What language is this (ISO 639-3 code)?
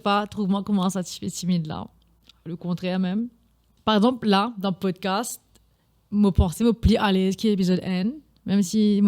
mfe